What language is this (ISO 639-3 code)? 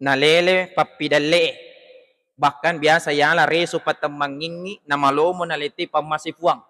bug